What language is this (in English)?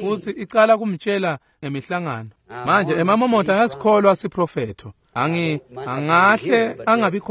Swati